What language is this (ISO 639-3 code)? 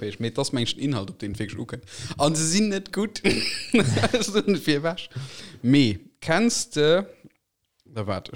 ltz